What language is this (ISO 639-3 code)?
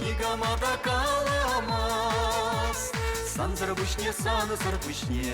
chv